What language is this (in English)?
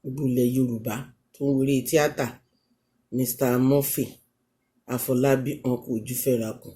Yoruba